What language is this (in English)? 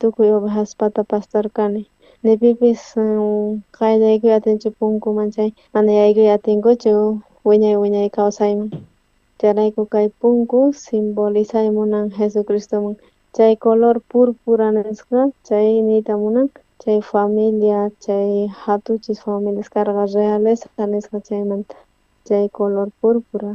South Bolivian Quechua